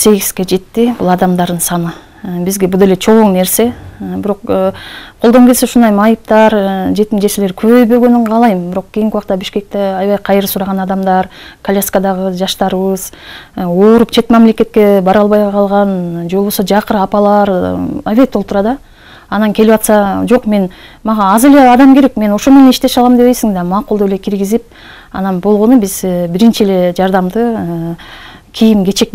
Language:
Kyrgyz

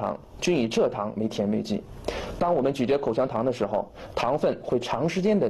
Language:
Chinese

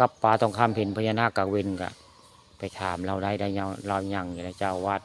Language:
Northeastern Thai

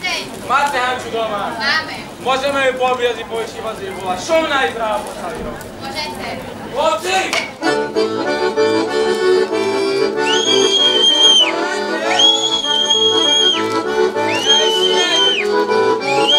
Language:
Slovak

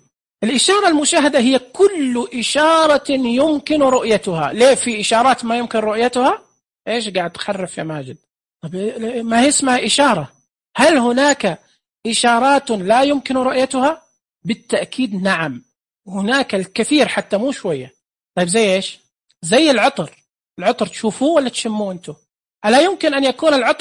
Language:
Najdi Arabic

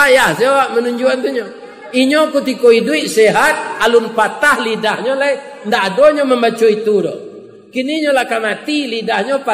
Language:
Minangkabau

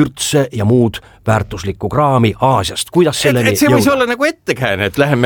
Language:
Estonian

